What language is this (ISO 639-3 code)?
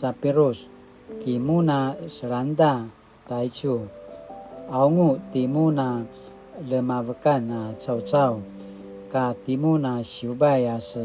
pwn